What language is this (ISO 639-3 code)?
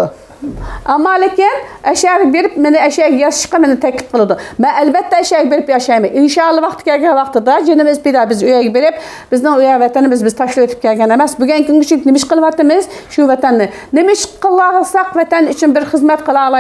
uig